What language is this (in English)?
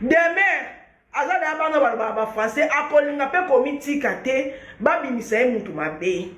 Lingala